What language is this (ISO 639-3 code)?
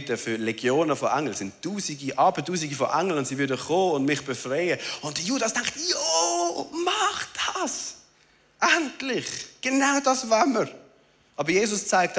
gsw